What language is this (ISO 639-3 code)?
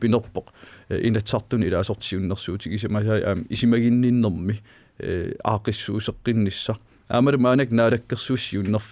kal